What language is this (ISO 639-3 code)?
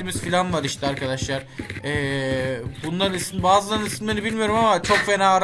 tur